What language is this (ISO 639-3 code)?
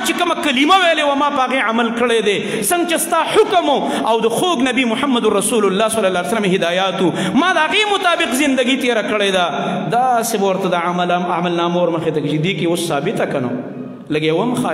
pus